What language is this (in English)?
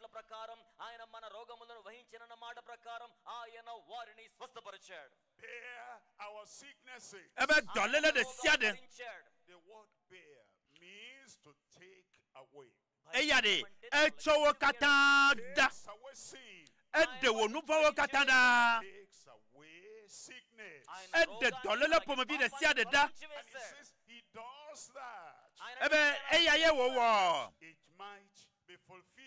Ewe